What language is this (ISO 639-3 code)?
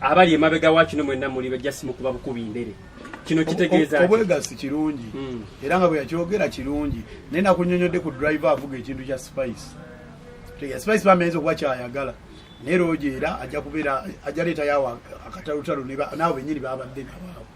lug